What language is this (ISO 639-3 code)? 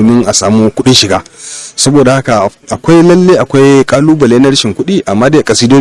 hau